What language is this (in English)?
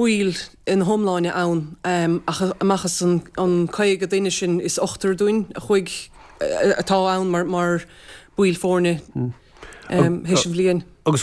Irish